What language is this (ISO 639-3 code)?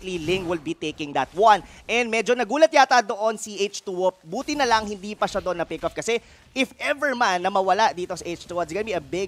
fil